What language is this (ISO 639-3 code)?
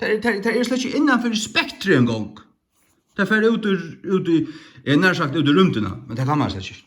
fao